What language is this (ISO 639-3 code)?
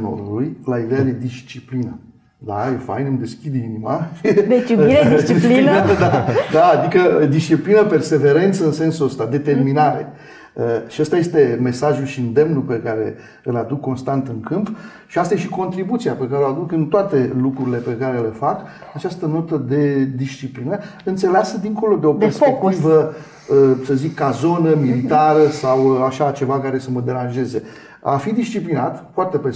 ron